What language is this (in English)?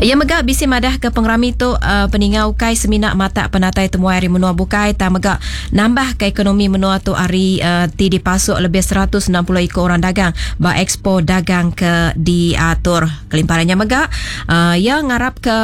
Iban